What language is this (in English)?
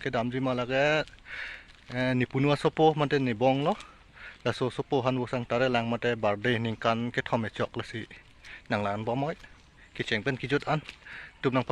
Karbi